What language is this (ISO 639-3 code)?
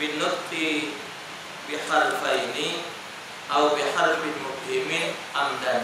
mui